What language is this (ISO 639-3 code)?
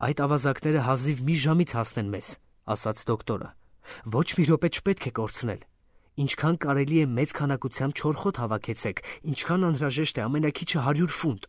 hye